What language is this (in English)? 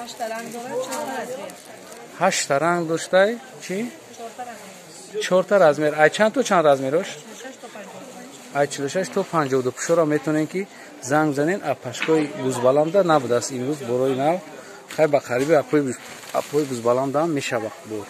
Tajik